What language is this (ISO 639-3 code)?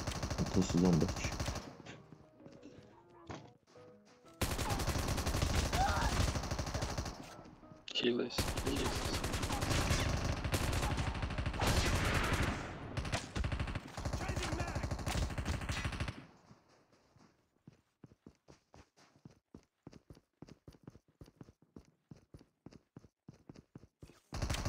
hrv